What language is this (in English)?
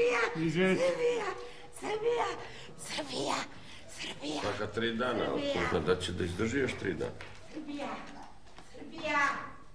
Serbian